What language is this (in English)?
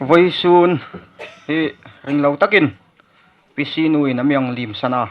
Hmar